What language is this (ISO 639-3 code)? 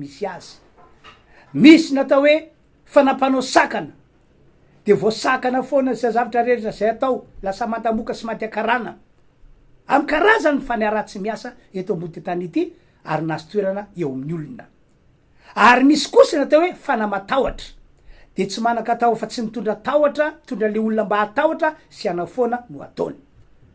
mlg